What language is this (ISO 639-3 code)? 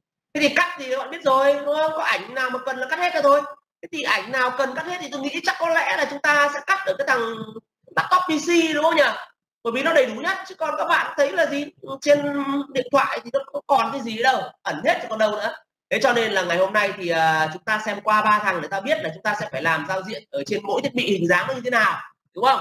vie